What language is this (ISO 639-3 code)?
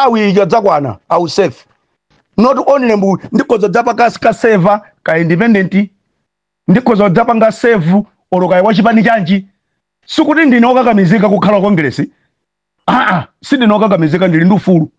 nya